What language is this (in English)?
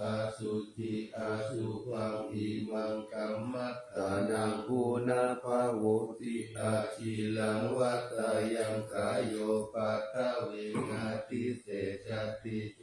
Pali